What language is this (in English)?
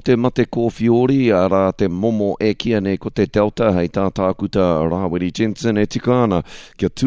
Māori